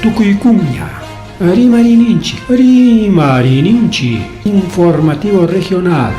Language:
Ayacucho Quechua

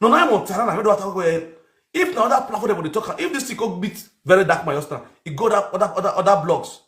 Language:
Nigerian Pidgin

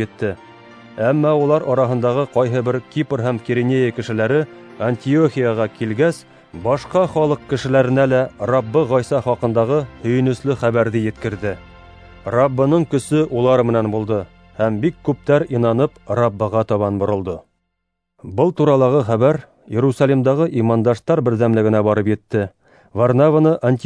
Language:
Bashkir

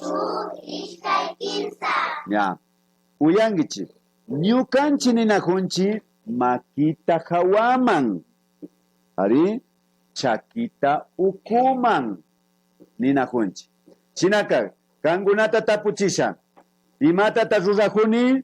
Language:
Imbabura Highland Quichua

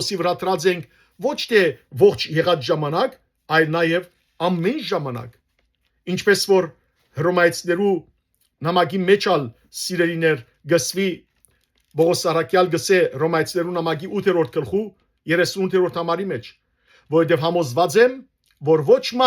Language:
Western Armenian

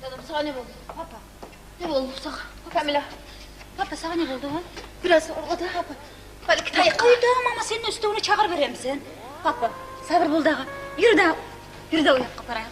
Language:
Kumyk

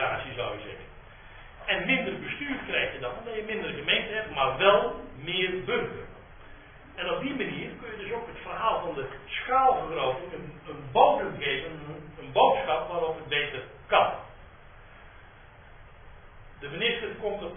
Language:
Dutch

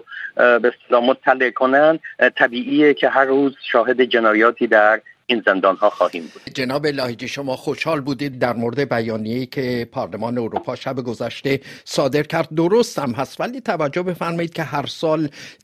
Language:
Persian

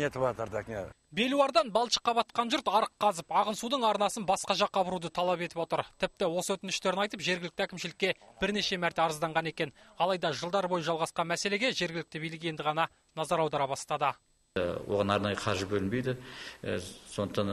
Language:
Kazakh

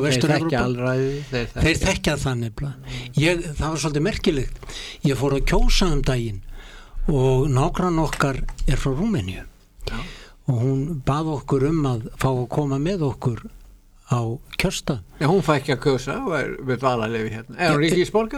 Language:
Icelandic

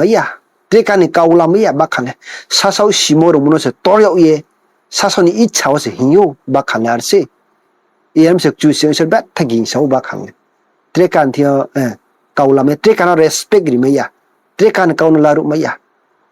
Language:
Riang (India)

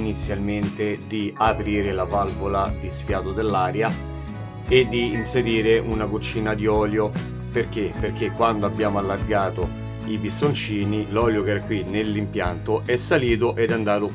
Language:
Italian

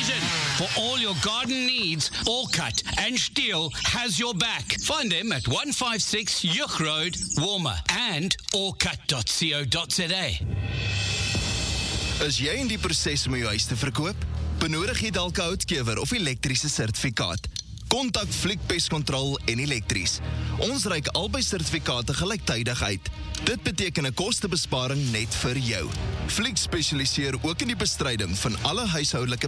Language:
Afrikaans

